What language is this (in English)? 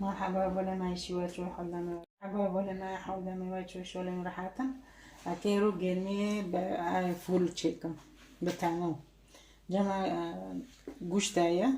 Kurdish